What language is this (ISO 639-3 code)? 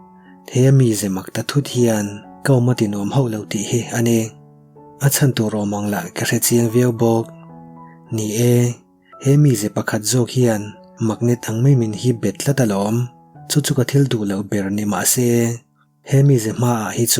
lus